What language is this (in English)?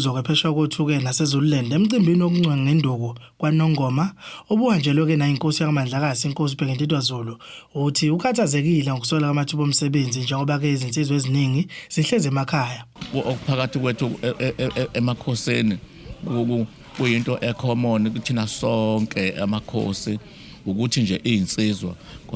Zulu